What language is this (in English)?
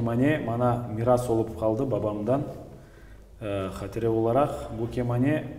Crimean Tatar